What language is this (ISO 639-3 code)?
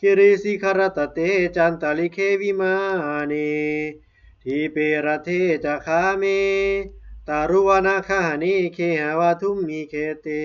pli